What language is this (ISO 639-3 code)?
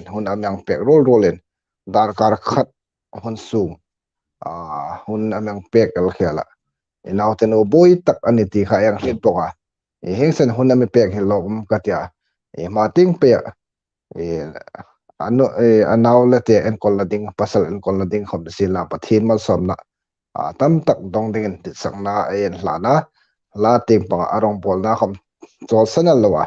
hmr